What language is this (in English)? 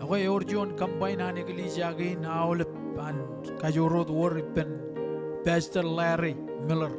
Marshallese